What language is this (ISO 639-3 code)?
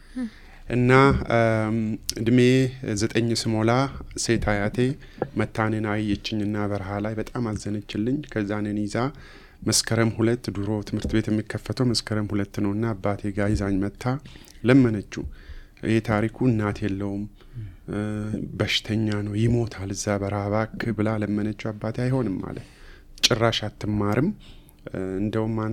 amh